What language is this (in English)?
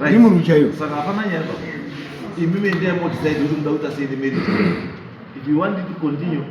Shona